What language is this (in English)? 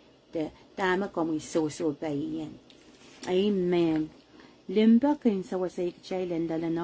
Pohnpeian